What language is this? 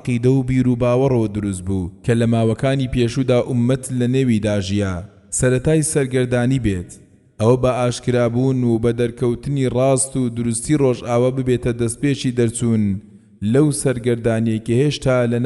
Central Kurdish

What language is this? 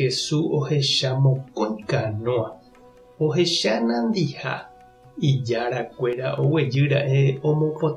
Guarani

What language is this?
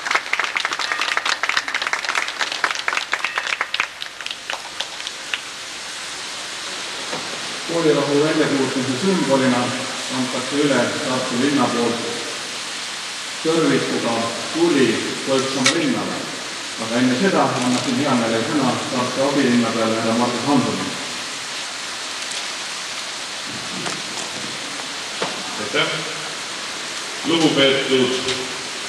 Estonian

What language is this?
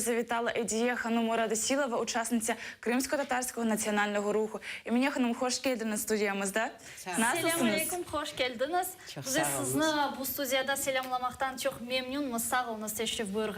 Crimean Tatar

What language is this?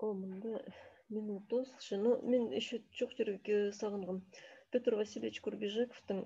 Khakas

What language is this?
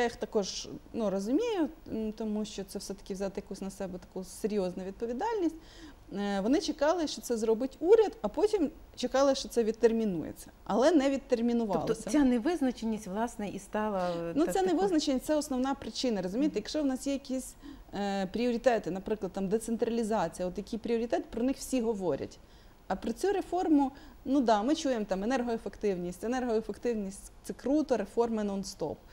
Ukrainian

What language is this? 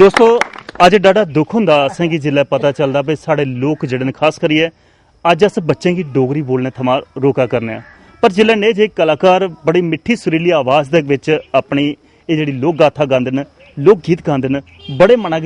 Dogri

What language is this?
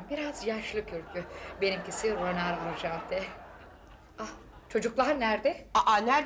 Turkish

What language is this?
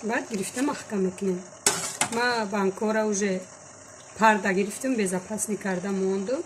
Tajik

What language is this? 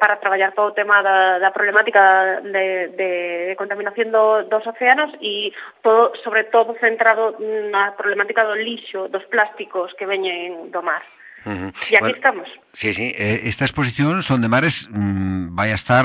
Galician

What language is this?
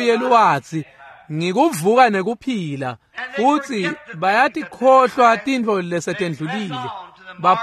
Swati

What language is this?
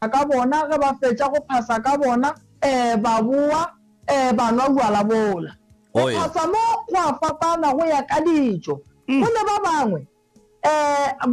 Northern Sotho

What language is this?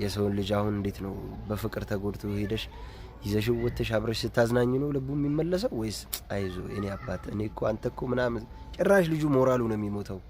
Amharic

